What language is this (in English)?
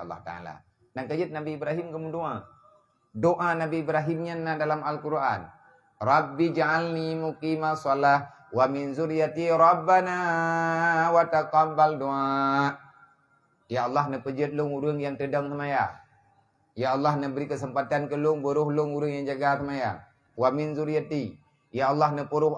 Achinese